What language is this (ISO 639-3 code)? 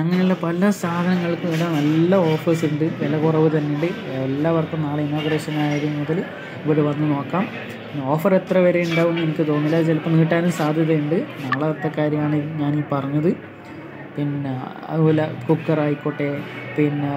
mal